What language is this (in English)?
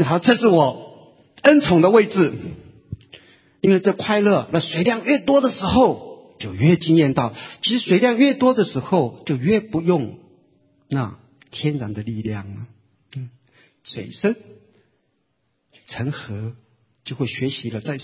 Chinese